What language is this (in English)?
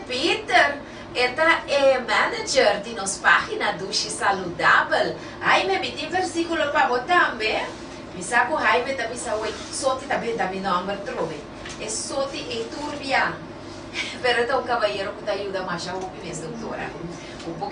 Papiamento